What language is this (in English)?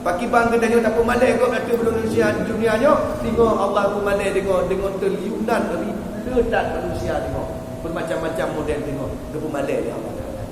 Achinese